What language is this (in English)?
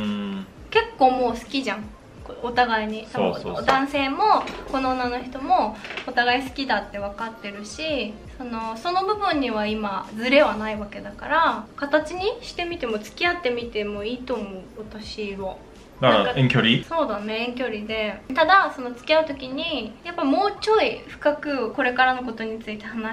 Japanese